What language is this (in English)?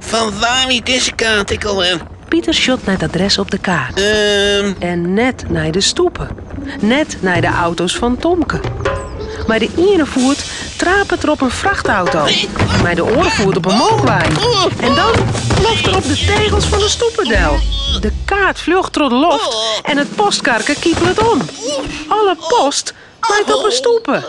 Western Frisian